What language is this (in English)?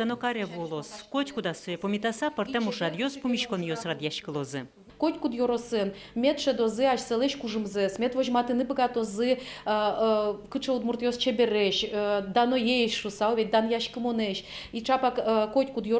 Udmurt